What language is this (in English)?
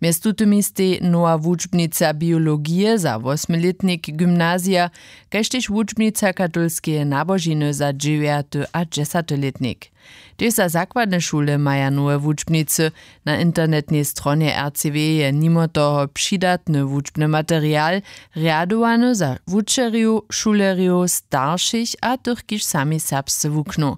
Upper Sorbian